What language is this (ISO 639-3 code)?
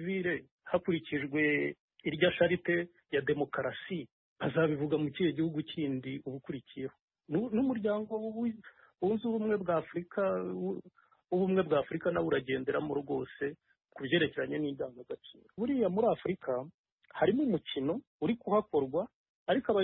kin